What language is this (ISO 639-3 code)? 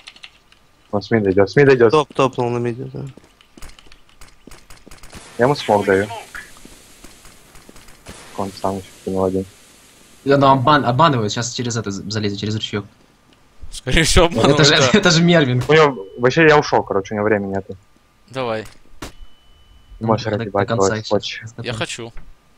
rus